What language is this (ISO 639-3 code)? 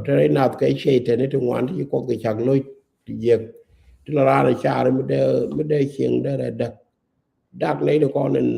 nus